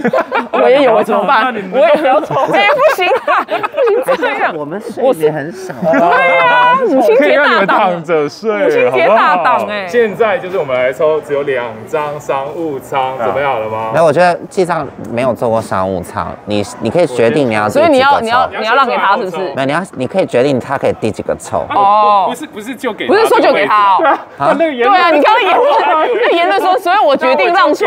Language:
Chinese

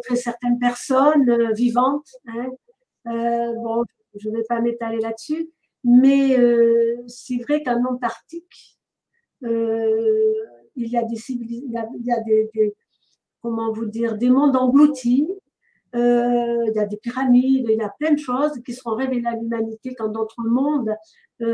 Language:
French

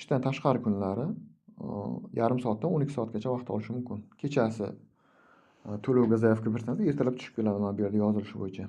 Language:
Uzbek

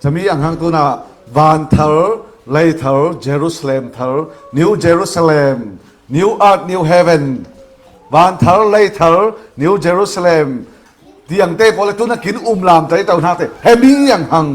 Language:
Falam Chin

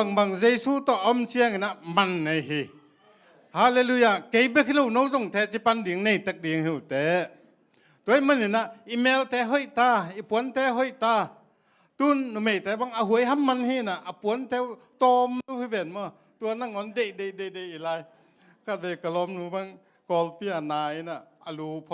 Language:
Tedim Chin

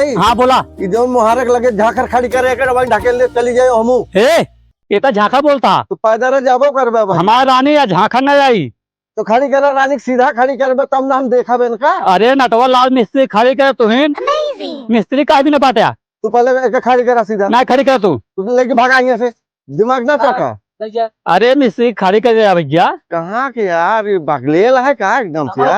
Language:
Awadhi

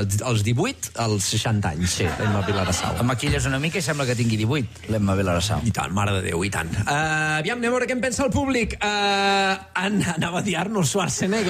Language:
Catalan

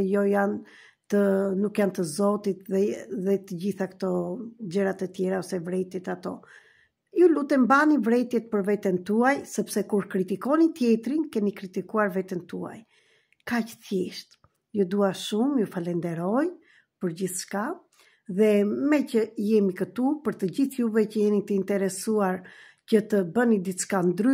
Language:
Albanian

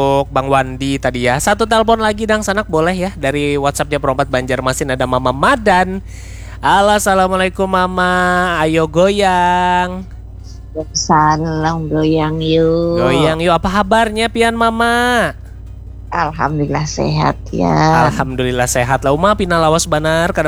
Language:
Banjar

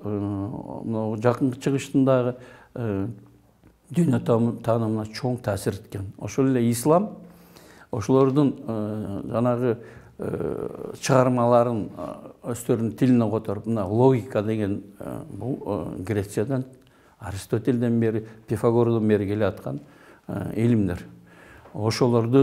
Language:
Kyrgyz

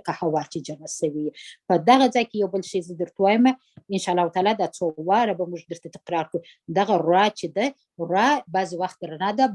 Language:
Pashto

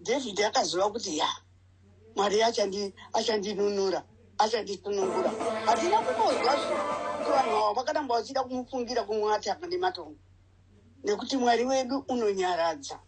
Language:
Shona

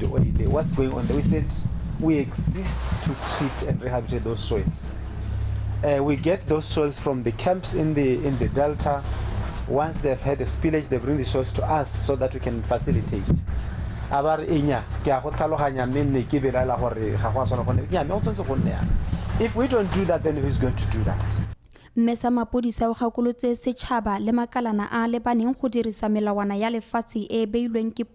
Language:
Tswana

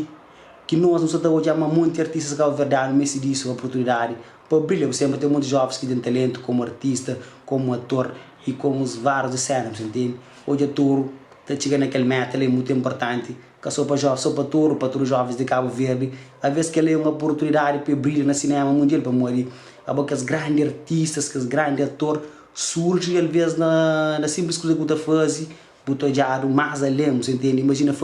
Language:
Kabuverdianu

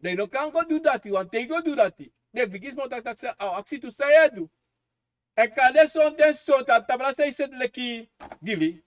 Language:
Sranan Tongo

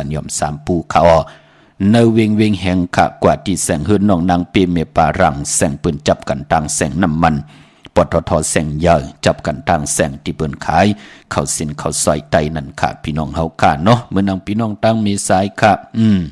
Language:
Shan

